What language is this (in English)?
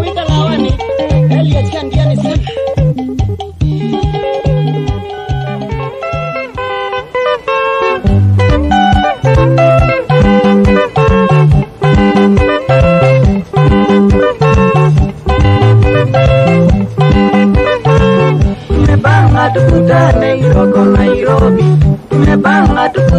Swahili